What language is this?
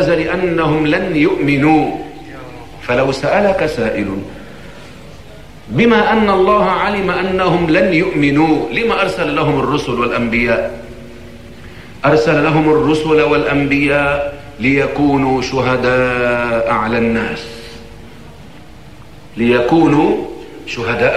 Arabic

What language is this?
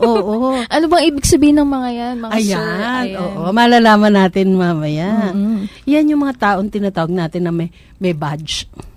Filipino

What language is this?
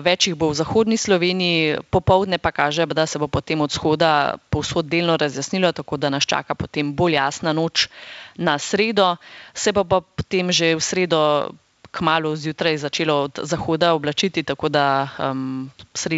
Slovenian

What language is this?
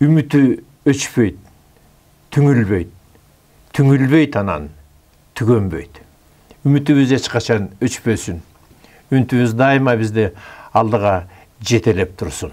Kyrgyz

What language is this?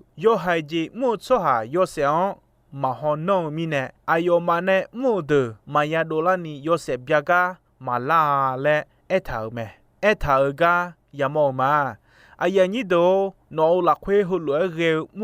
Akha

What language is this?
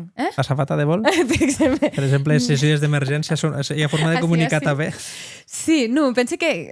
Occitan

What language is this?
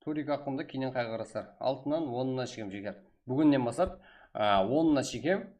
Kara-Kalpak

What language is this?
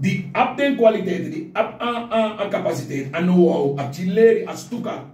Sranan Tongo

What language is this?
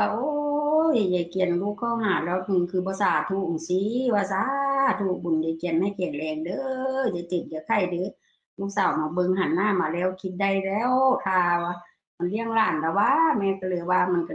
Northeastern Thai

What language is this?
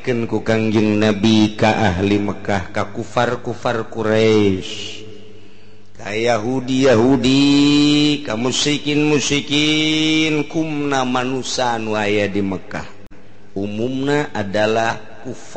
Sundanese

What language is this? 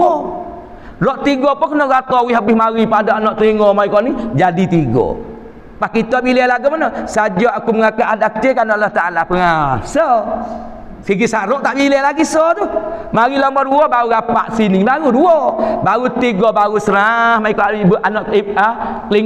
Malay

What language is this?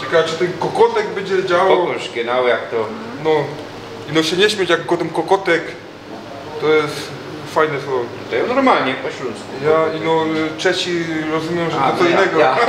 Silesian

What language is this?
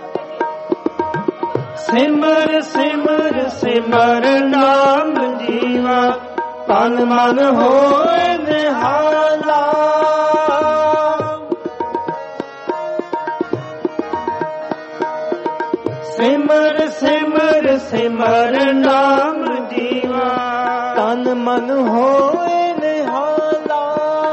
Punjabi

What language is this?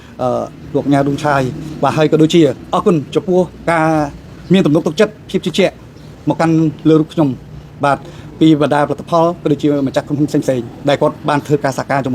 Khmer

